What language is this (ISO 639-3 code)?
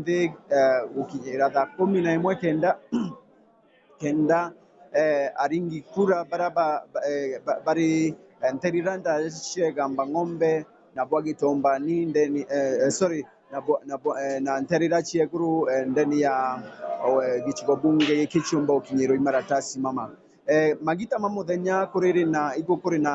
mer